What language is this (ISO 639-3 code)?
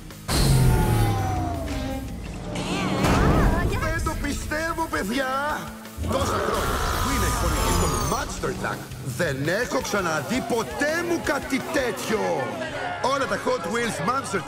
ell